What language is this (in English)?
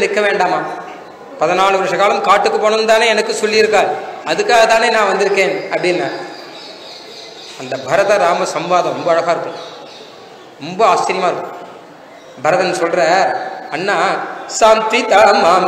Tamil